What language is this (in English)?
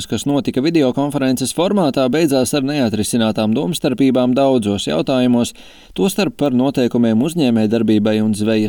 Latvian